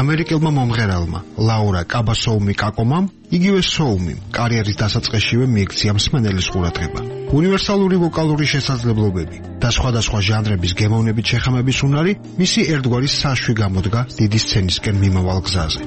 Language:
Georgian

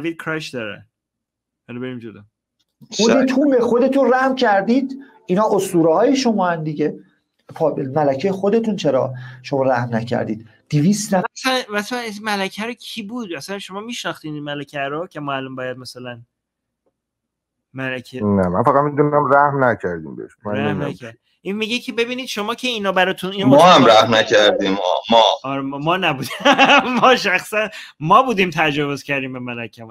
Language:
Persian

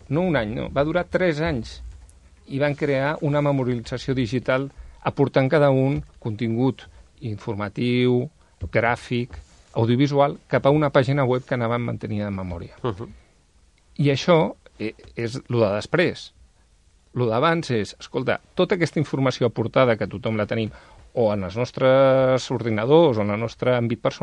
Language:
Catalan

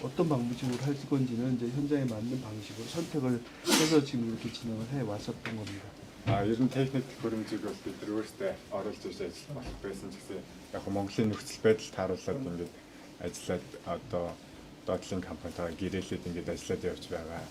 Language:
Mongolian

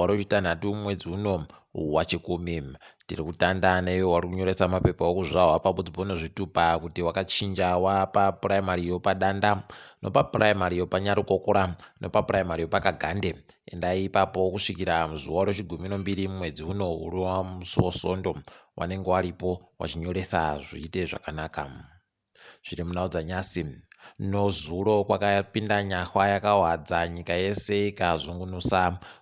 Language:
Ndau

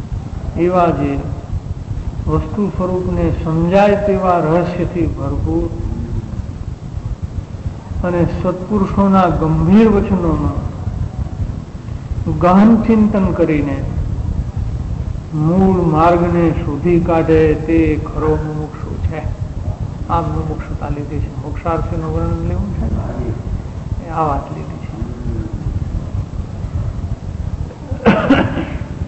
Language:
Gujarati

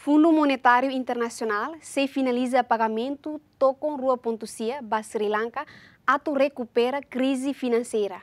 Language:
Tetum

